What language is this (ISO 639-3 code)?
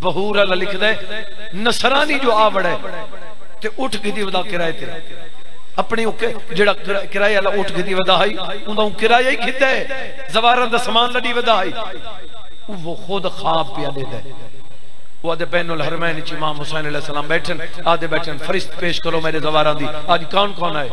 skr